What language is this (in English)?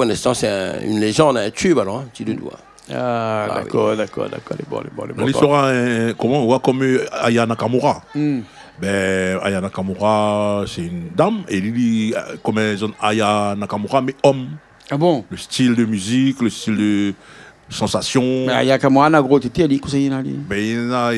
Réunion Creole French